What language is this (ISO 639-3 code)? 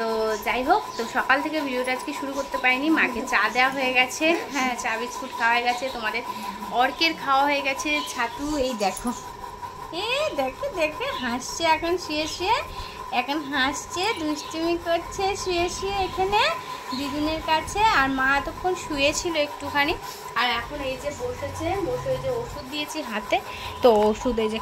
ben